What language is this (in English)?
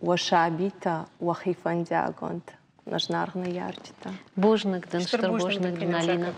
Ossetic